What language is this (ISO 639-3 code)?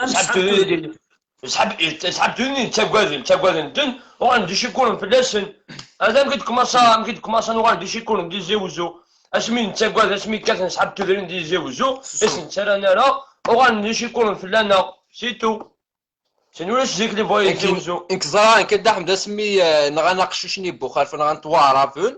kab